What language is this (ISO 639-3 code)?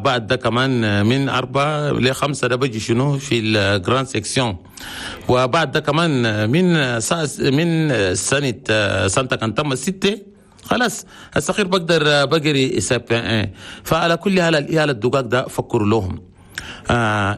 shu